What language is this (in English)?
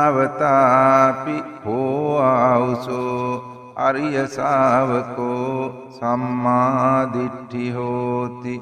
Sinhala